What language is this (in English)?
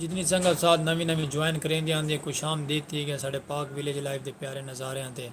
Saraiki